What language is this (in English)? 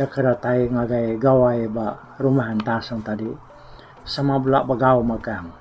Iban